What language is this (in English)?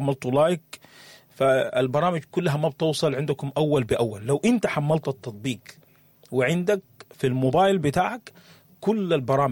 Sudanese Arabic